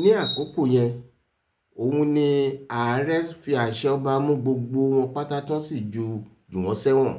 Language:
Yoruba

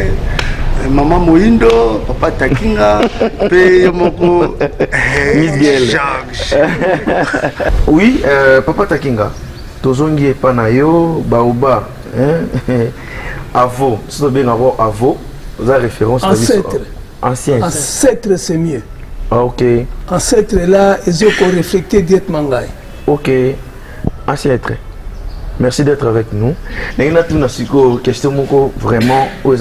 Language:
Lingala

